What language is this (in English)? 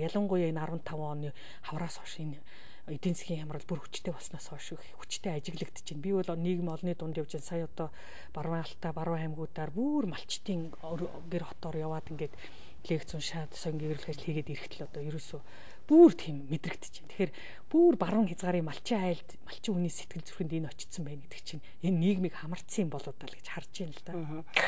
Mongolian